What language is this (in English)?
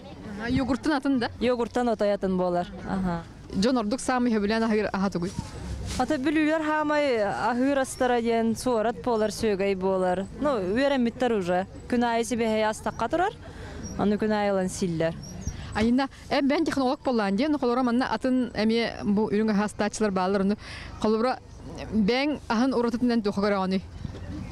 Yakut